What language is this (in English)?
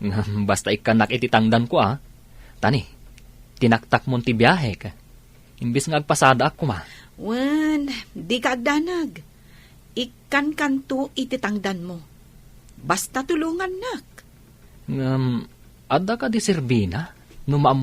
Iloko